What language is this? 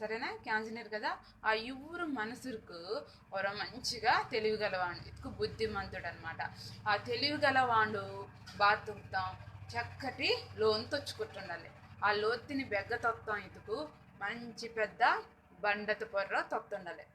Koya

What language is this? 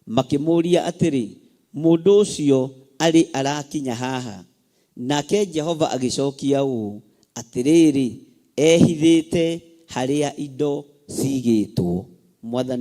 Kikuyu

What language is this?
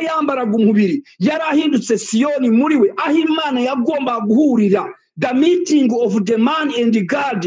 Kinyarwanda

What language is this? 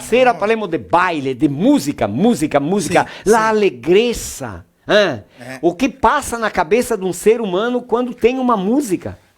Venetian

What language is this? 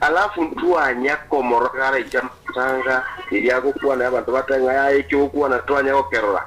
Gusii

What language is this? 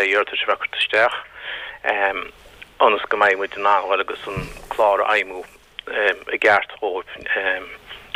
Irish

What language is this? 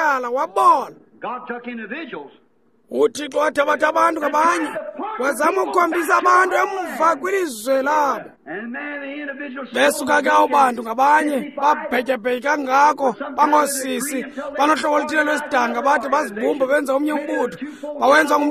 Xhosa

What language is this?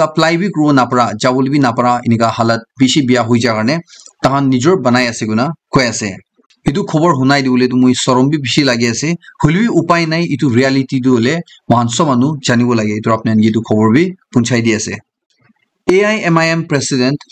Naga Pidgin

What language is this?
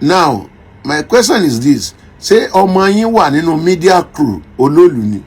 Yoruba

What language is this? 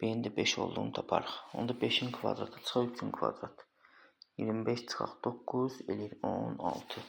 Azerbaijani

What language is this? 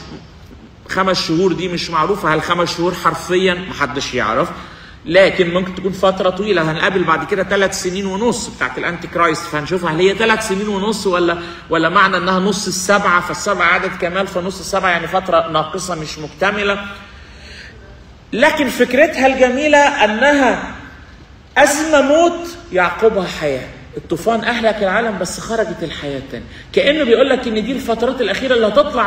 Egyptian Arabic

